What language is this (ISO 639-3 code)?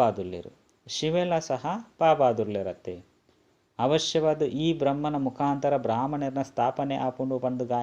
tcy